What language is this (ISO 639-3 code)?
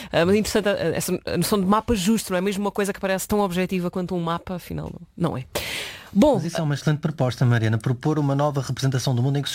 por